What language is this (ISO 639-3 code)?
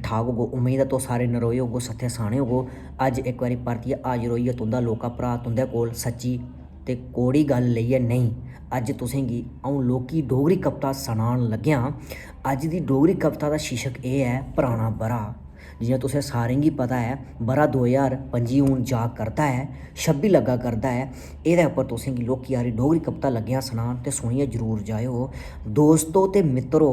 doi